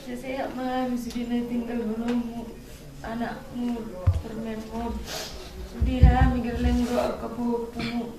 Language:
Batak Toba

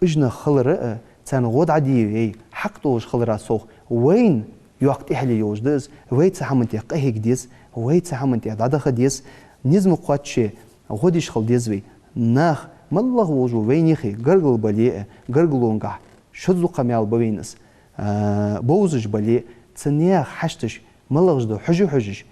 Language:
Ingush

